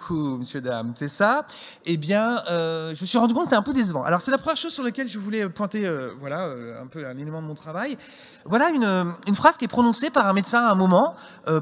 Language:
French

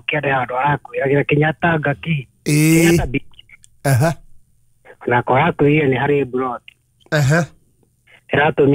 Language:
Kikuyu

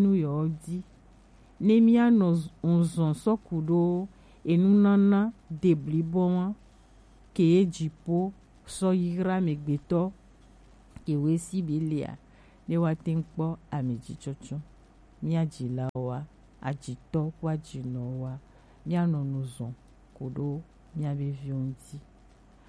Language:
Gen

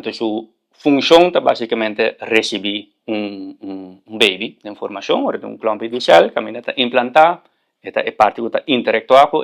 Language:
Papiamento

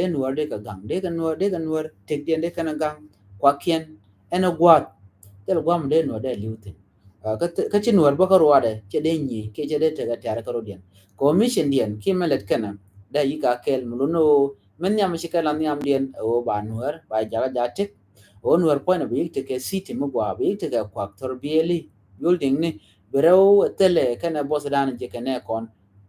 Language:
Nuer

